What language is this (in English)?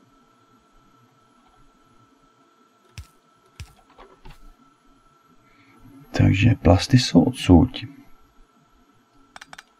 Czech